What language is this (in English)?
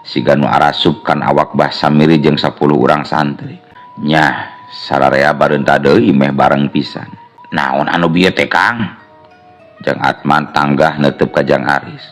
Sundanese